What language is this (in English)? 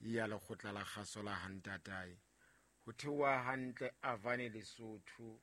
Southern Sotho